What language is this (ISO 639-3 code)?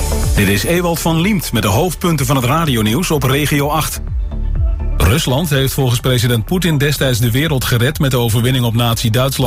nld